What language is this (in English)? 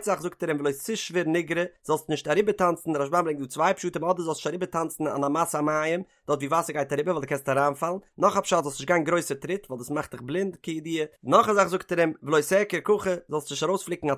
Yiddish